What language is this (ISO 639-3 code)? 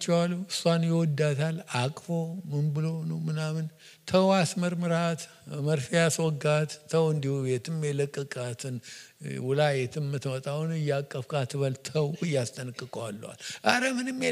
amh